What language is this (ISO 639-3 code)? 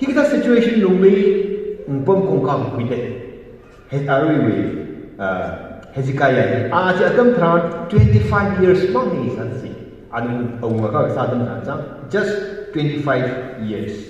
nmf